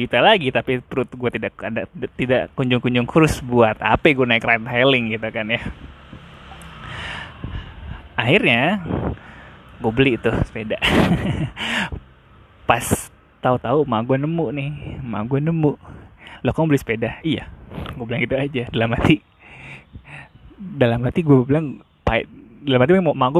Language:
Indonesian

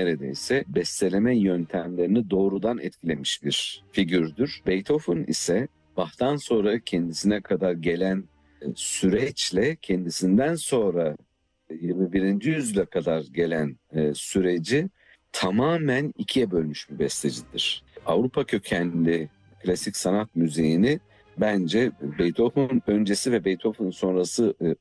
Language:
Turkish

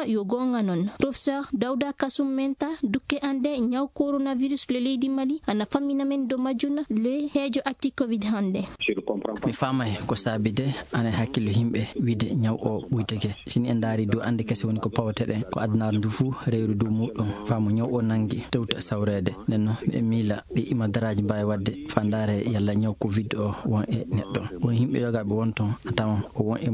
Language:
Fula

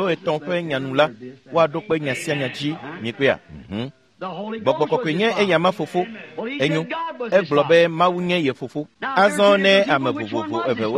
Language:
Ewe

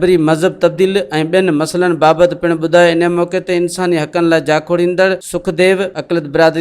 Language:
Sindhi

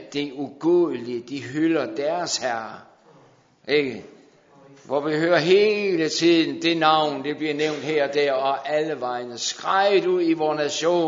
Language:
Danish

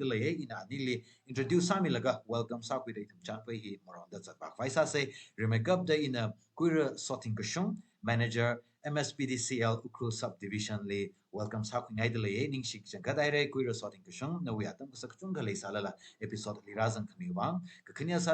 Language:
Tangkhul Naga (India)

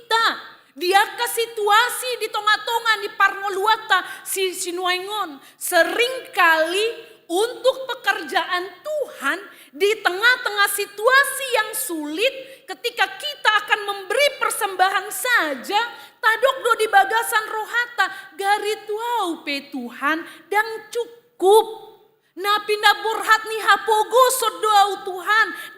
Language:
Batak Toba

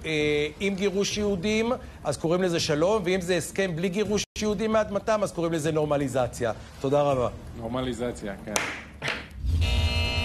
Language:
Hebrew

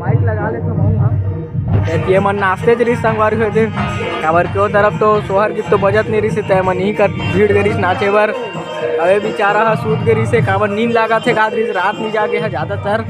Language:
Chhattisgarhi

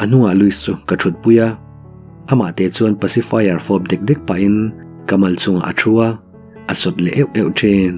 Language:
Mizo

